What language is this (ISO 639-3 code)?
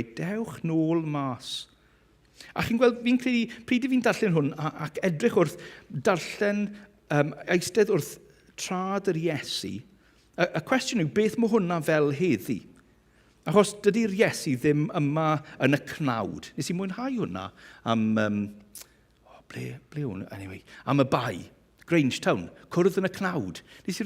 cym